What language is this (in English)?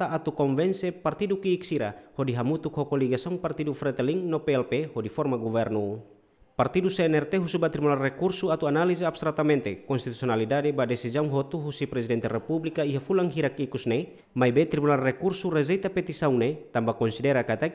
Tetum